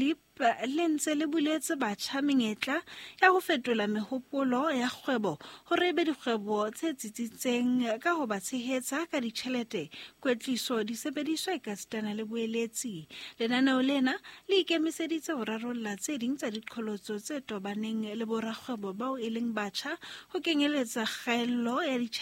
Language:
Southern Sotho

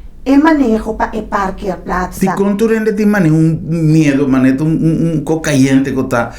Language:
Papiamento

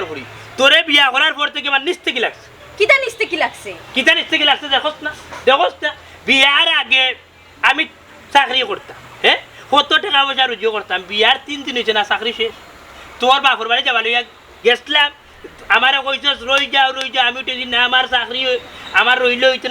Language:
Sylheti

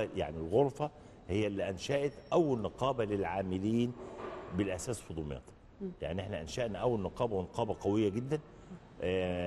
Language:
Egyptian Arabic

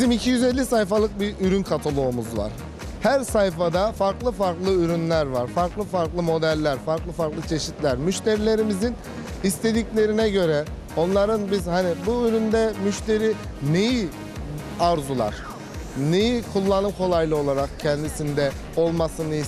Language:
Turkish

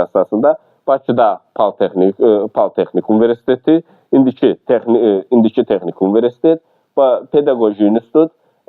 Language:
Azerbaijani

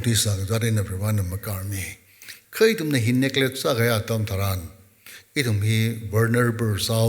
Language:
Tangkhul Naga (India)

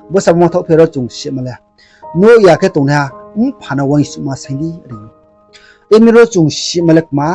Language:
Riang (India)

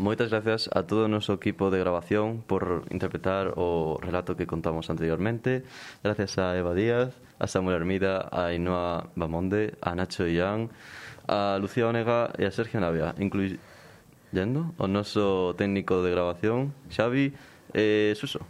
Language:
Galician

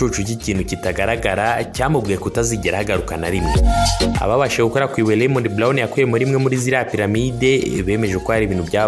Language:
Kinyarwanda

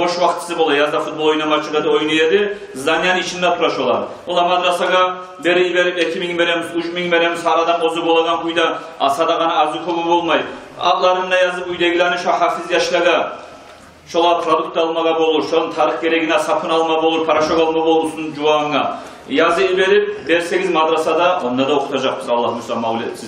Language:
Kumyk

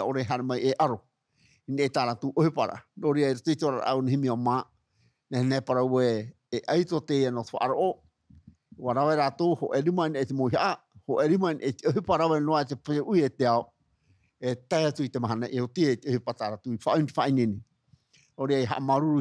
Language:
Tahitian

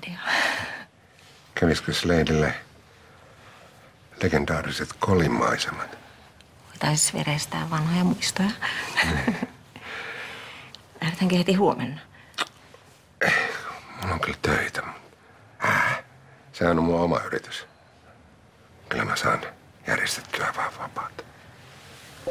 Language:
Finnish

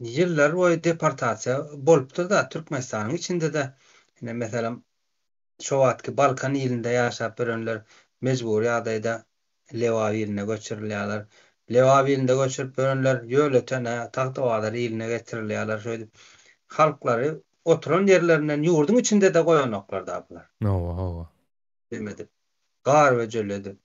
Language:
Turkmen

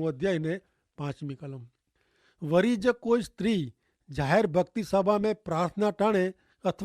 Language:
Kachhi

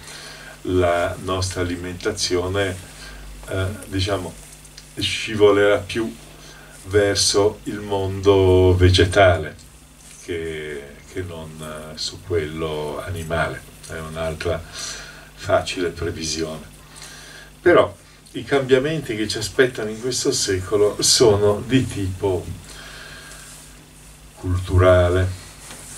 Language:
Italian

